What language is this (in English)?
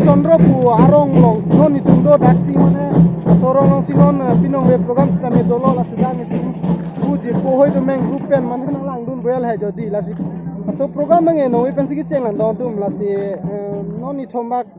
Karbi